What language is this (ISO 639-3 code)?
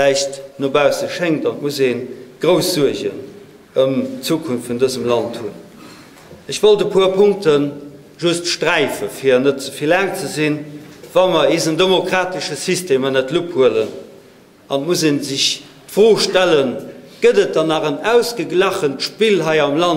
ltz